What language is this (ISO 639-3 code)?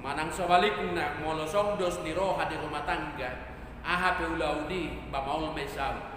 bbc